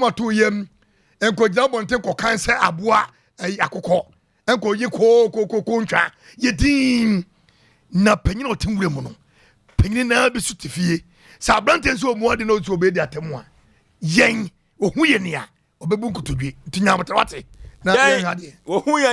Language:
Akan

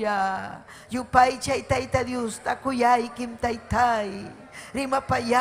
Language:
Ayacucho Quechua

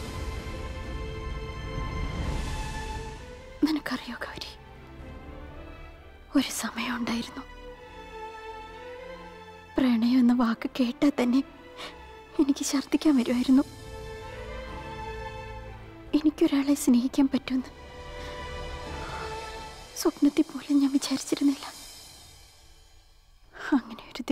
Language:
Malayalam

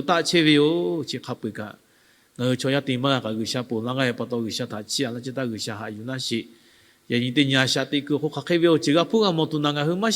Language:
Lahu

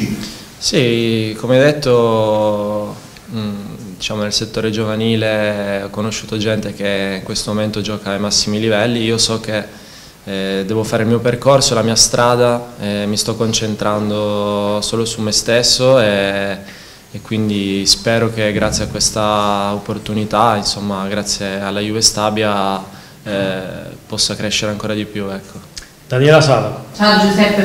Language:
Italian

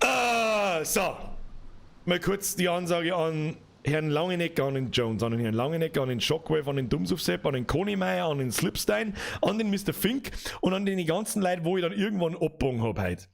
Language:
Bavarian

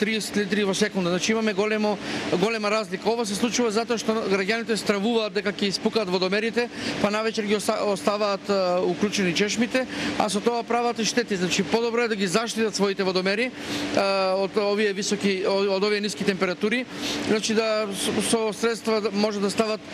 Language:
Macedonian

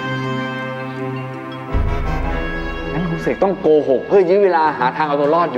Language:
Thai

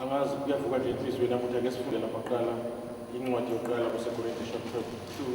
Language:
Zulu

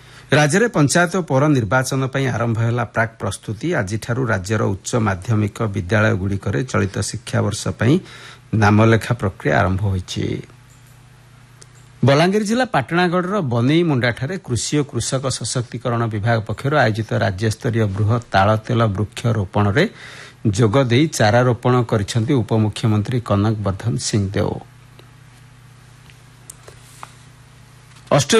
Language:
Odia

